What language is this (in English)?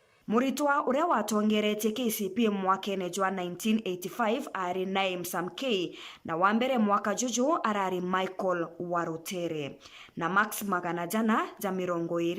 Meru